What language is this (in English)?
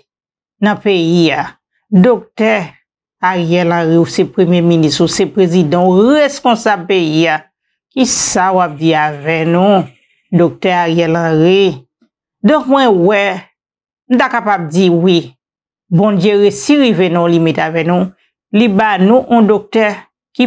Haitian Creole